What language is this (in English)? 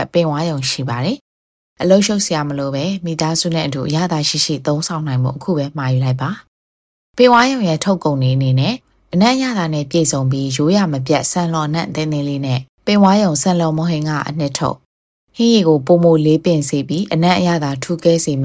Burmese